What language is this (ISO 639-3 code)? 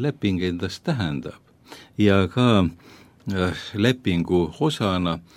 est